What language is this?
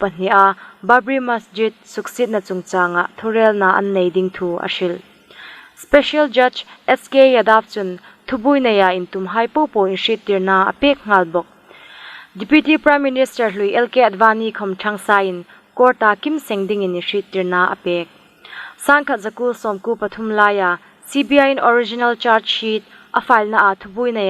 Hmar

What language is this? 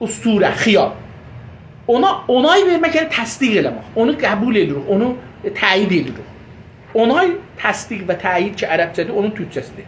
South Azerbaijani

